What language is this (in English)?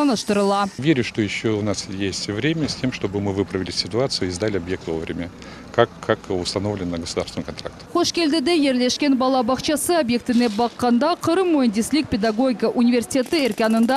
Crimean Tatar